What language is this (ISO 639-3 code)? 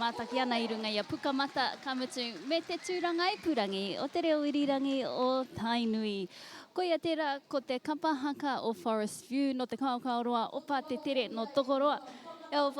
mri